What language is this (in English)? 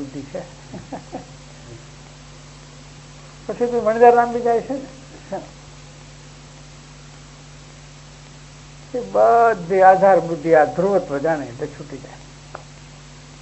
Gujarati